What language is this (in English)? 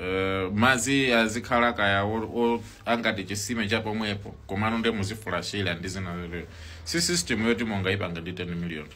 Nyanja